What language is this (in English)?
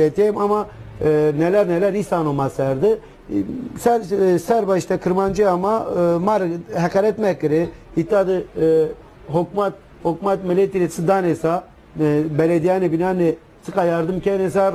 Zaza